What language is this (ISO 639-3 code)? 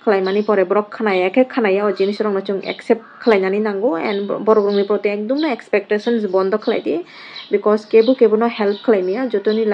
trp